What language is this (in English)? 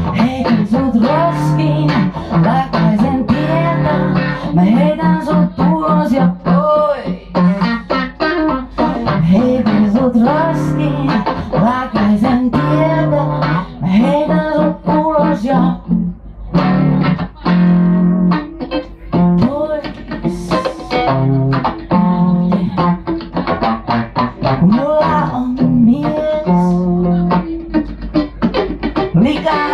Finnish